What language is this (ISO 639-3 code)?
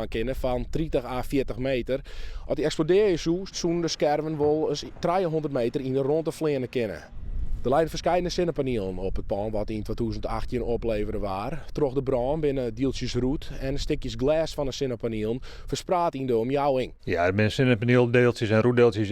fry